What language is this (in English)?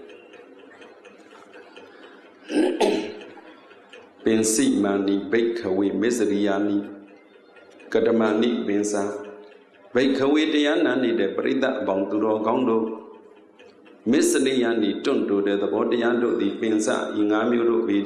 Burmese